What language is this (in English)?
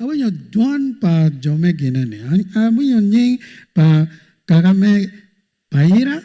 Acoli